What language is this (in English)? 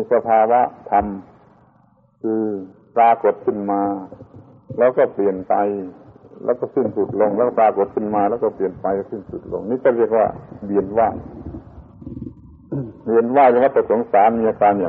Thai